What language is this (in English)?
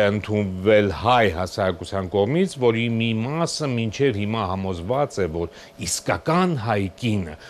Armenian